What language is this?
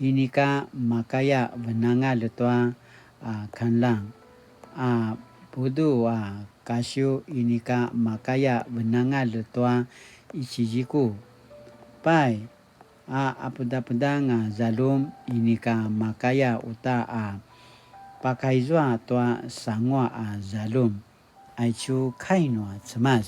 Paiwan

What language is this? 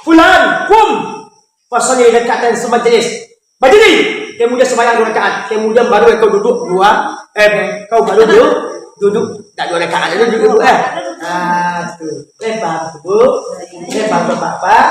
Minangkabau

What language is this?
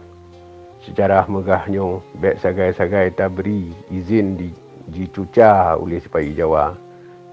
Achinese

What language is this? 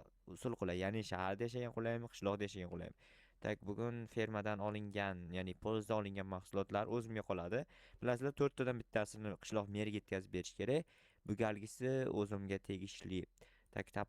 Uzbek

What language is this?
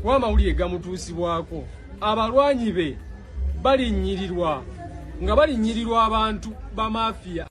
Ganda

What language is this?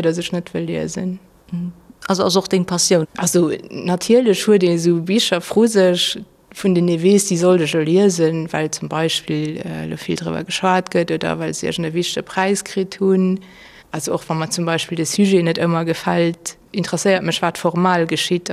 Luxembourgish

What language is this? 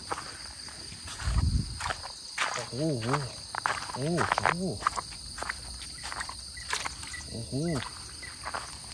Northeastern Thai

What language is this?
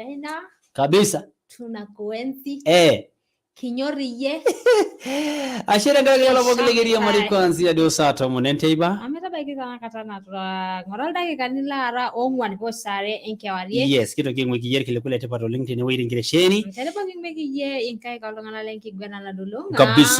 Masai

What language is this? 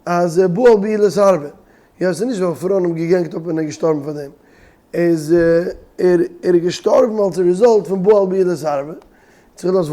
Yiddish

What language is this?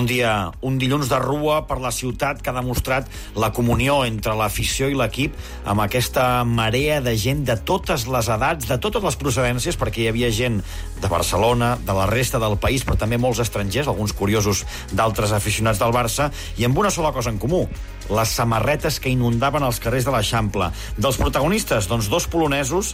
Catalan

